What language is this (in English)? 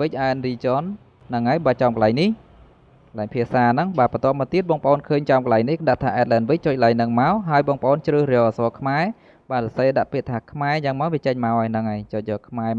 Khmer